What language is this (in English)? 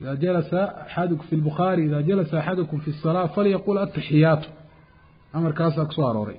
Somali